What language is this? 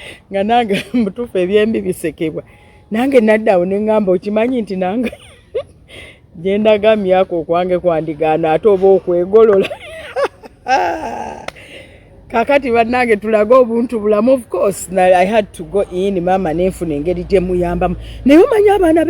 Ganda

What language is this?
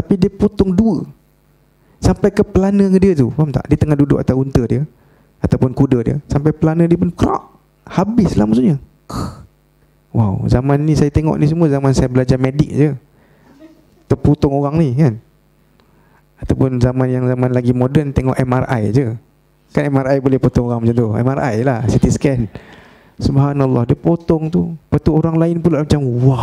Malay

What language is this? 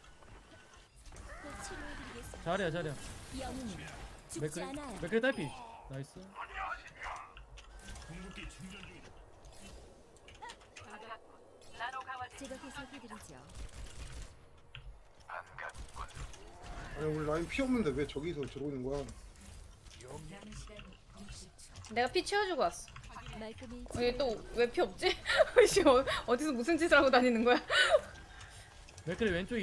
Korean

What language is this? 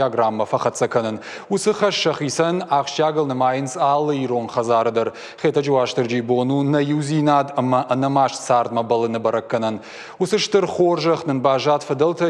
Ossetic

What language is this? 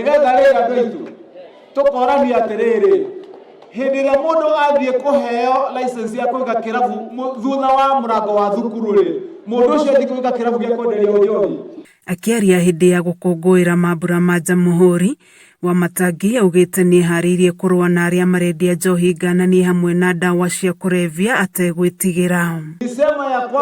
Kikuyu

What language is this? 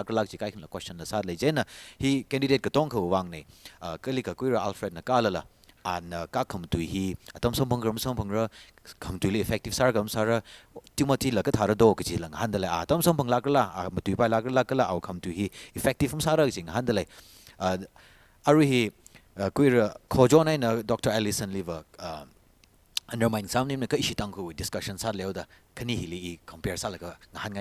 Tangkhul Naga (India)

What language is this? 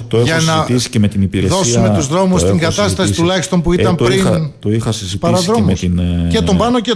Greek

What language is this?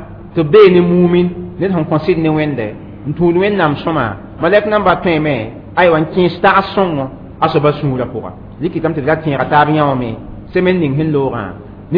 Mossi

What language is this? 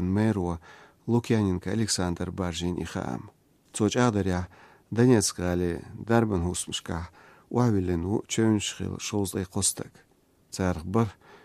Chechen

